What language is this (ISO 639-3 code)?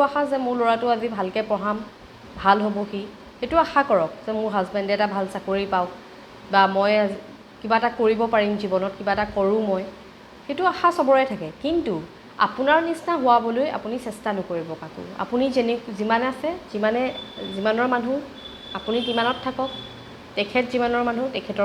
asm